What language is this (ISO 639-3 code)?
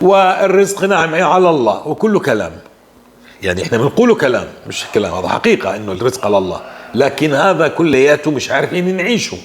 apc